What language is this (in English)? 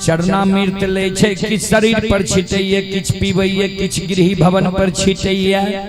Maithili